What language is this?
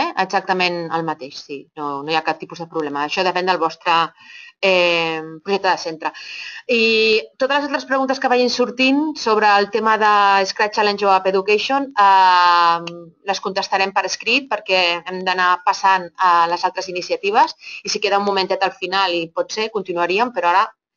Catalan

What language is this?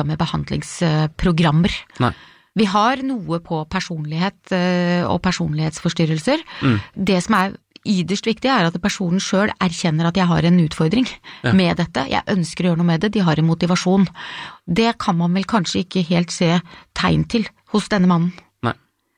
Norwegian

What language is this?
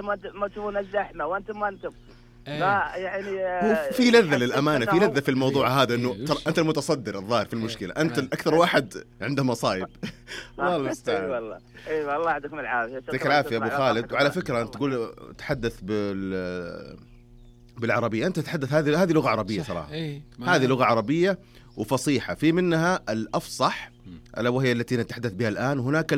Najdi Arabic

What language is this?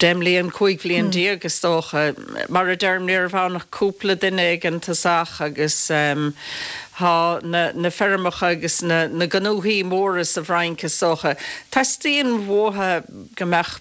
Irish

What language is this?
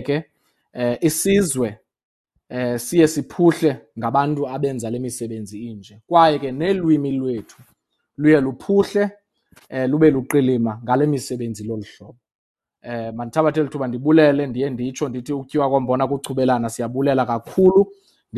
Xhosa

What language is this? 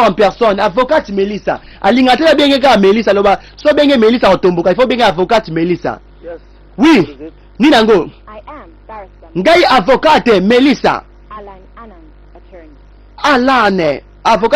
Lingala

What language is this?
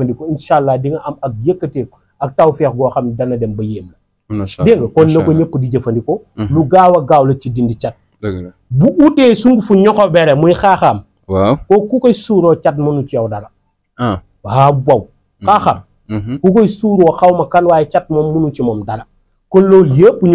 Wolof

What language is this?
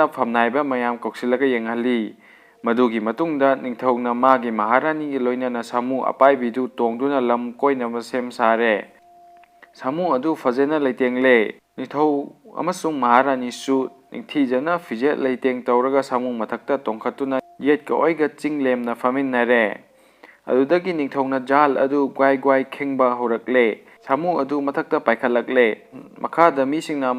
Manipuri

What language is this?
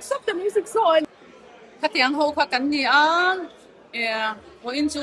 Mizo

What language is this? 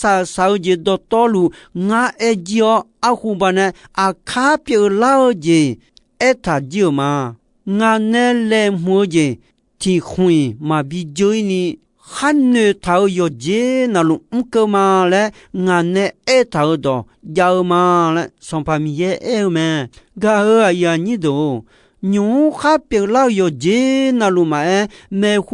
Akha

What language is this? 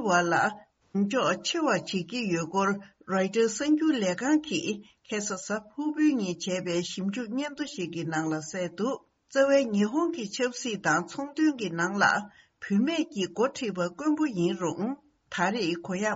Tibetan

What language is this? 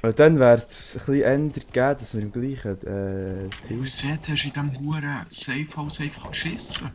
Swiss German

